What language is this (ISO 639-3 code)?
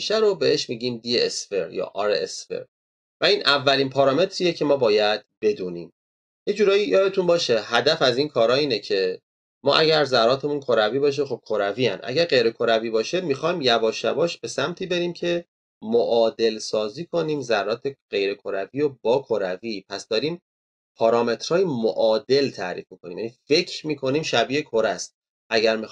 fas